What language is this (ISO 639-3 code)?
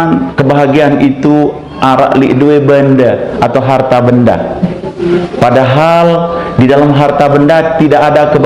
sas